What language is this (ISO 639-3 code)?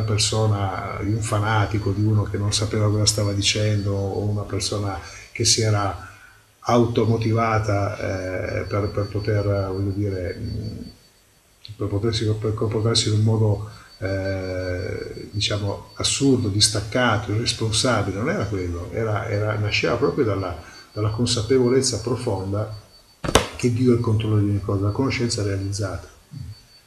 ita